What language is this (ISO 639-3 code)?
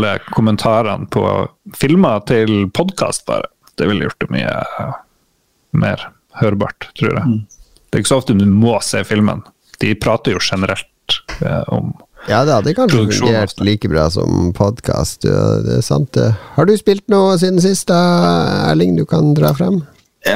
nor